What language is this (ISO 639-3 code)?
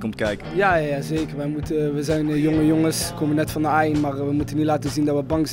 nld